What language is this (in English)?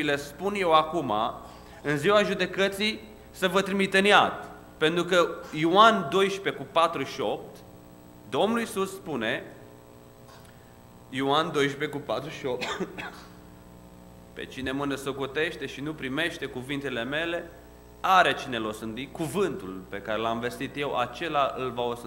Romanian